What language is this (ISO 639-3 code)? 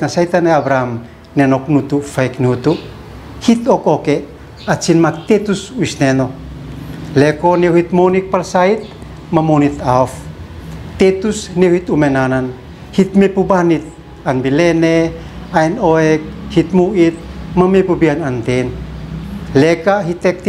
aoz